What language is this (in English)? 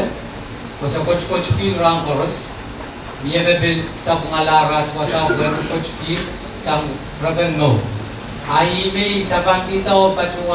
Pohnpeian